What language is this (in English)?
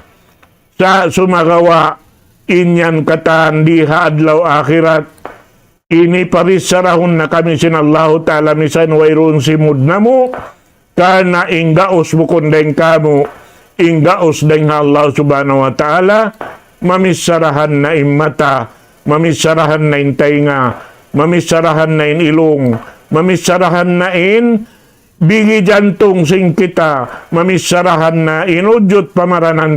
Tausug